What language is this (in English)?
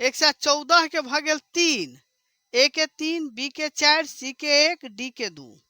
Maithili